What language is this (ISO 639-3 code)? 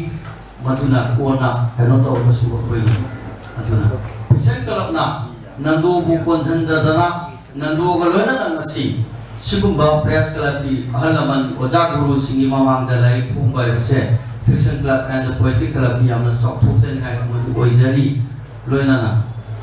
mni